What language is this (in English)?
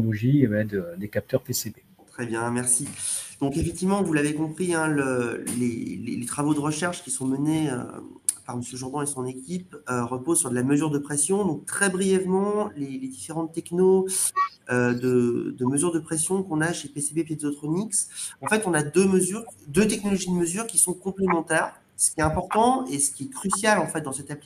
French